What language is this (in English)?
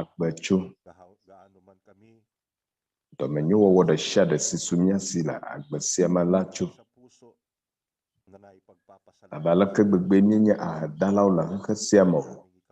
Ewe